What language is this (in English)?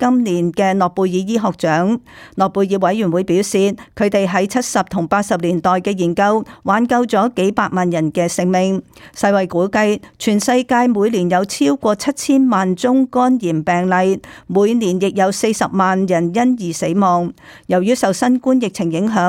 Cantonese